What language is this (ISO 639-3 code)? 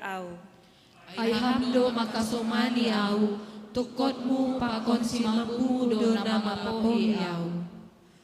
bts